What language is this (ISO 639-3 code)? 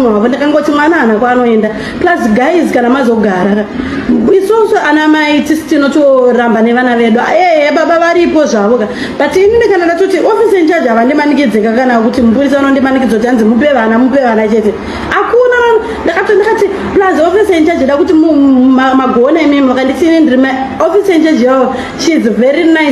sna